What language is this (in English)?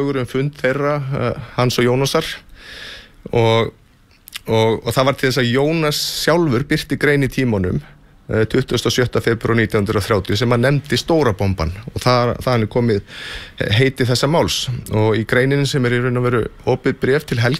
Icelandic